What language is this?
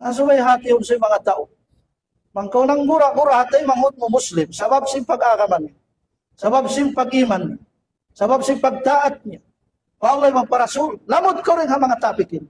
Tausug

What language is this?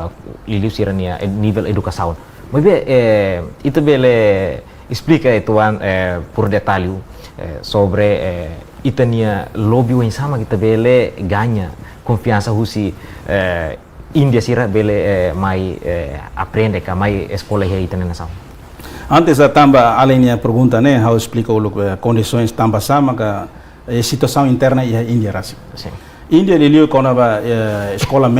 Tetum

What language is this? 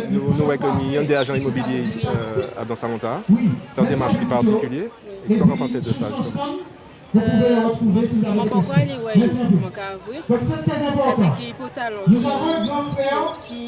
Guadeloupean Creole French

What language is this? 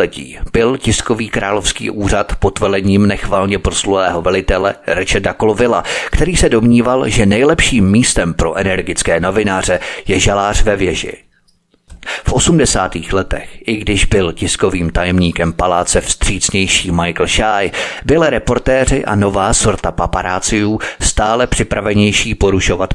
Czech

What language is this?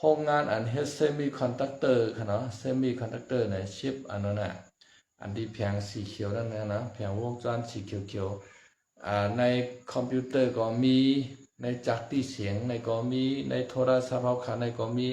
Shan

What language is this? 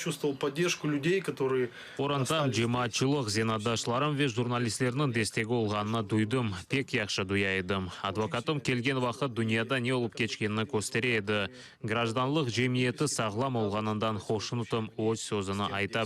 Crimean Tatar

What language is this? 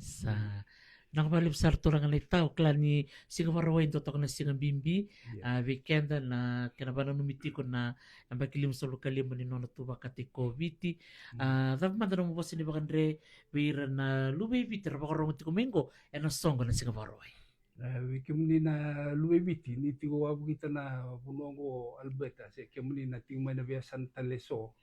Fijian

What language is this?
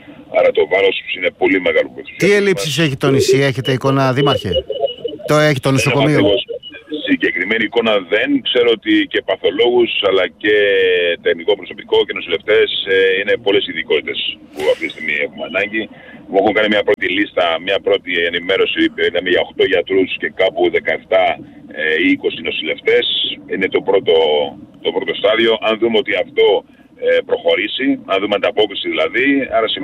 Greek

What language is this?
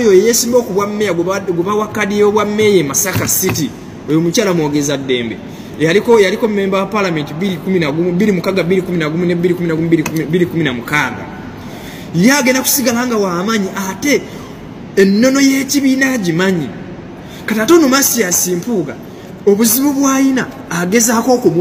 Ganda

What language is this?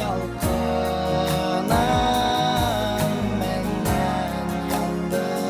Bashkir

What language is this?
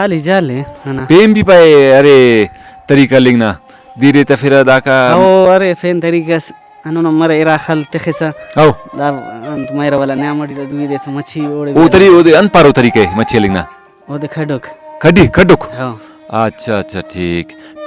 Brahui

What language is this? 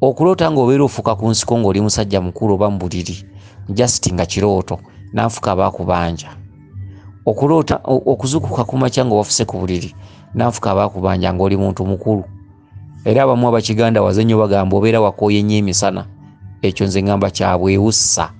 Ganda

